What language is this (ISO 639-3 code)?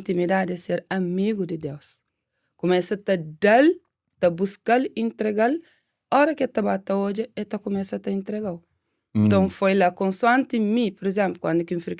kea